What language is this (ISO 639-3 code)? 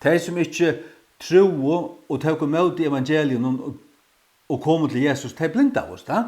fao